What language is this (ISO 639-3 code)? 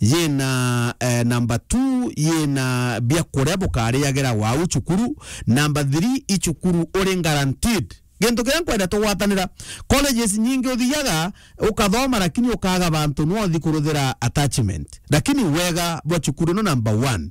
mer